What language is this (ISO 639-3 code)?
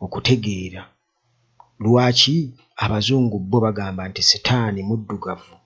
lug